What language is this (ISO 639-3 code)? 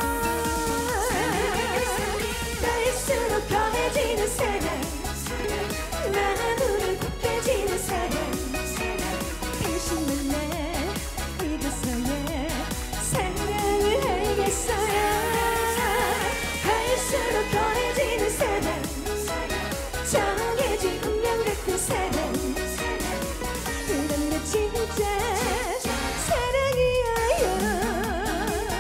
kor